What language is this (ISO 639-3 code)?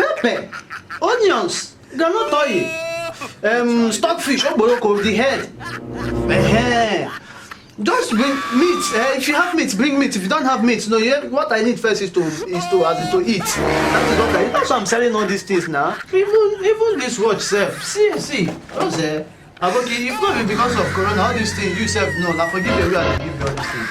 pcm